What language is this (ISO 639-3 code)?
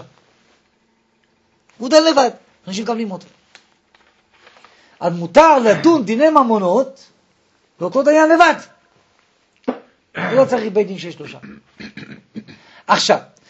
heb